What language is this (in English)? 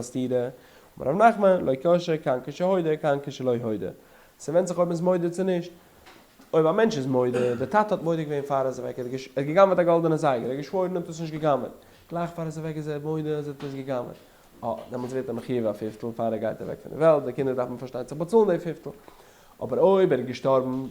Yiddish